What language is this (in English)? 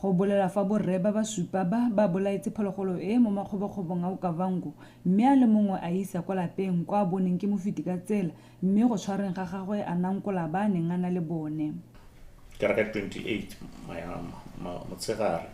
Tswana